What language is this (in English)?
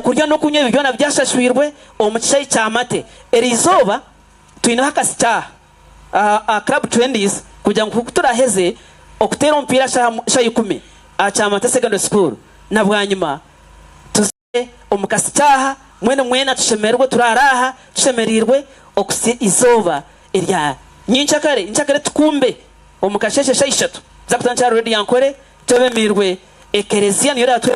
Nyankole